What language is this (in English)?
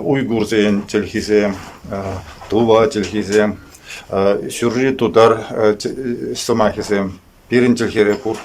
Chuvash